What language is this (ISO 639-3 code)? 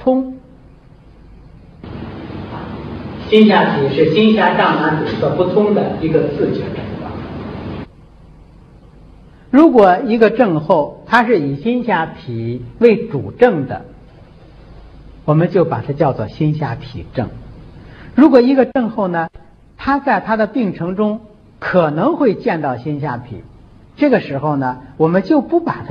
zho